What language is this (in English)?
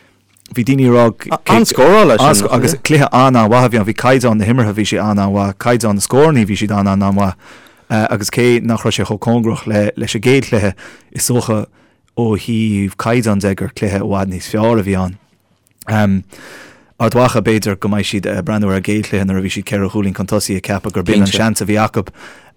Irish